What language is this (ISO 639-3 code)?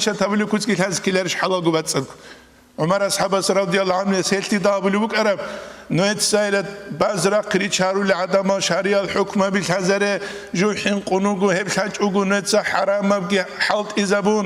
ava